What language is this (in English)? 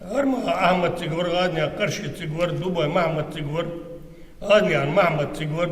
Ingush